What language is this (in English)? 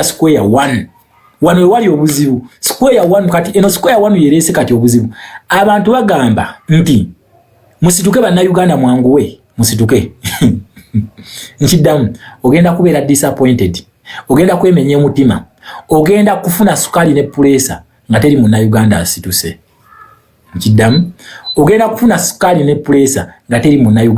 Ganda